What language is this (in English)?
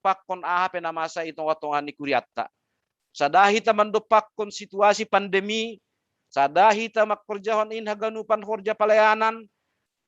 Batak Simalungun